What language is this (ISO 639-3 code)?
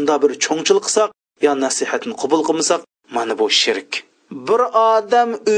uig